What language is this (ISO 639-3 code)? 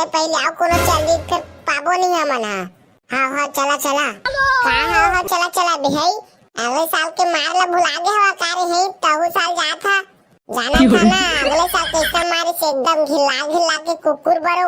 hne